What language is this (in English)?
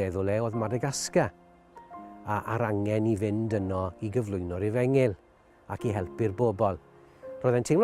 Welsh